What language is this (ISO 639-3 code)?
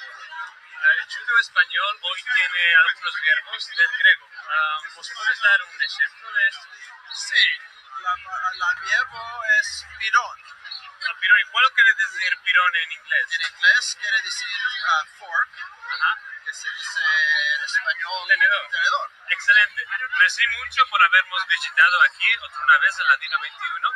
lad